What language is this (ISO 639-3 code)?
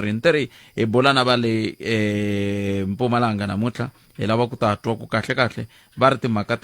tso